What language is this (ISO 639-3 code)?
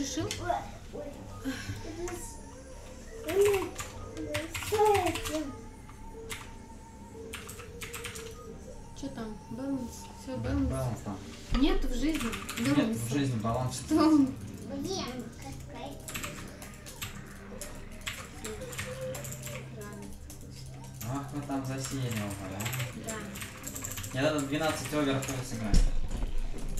rus